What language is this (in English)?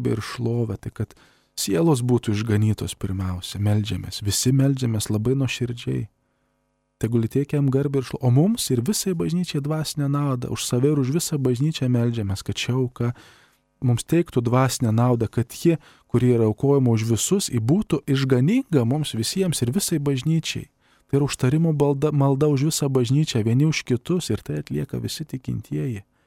Lithuanian